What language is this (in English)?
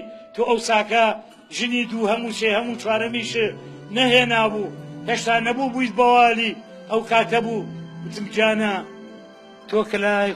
Central Kurdish